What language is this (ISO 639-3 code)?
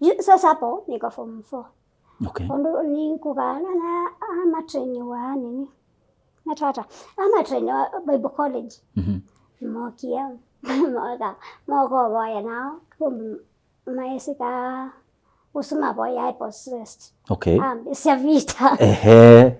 kam